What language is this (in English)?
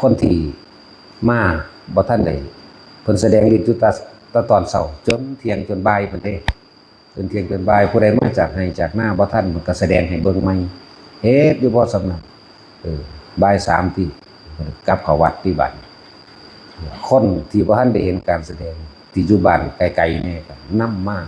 Northeastern Thai